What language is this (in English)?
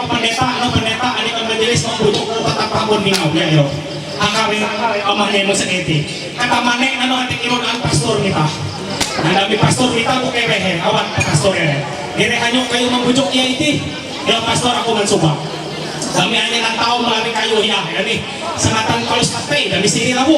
Ma'anyan